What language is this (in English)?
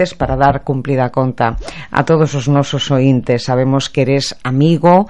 Galician